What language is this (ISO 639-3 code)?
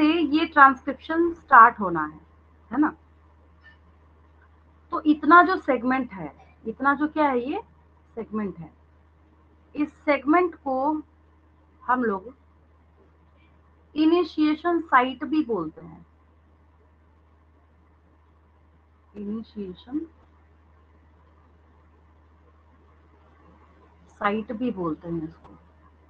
hin